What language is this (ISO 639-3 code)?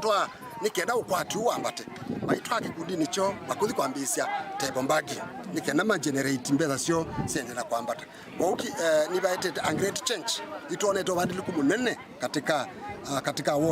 kam